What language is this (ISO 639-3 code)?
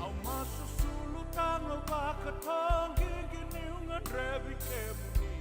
fij